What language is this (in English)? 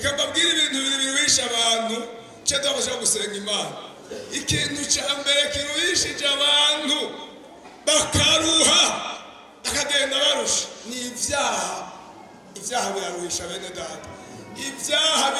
Rundi